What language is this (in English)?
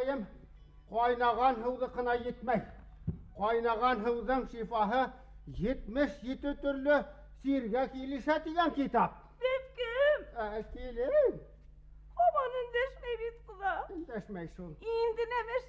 Bashkir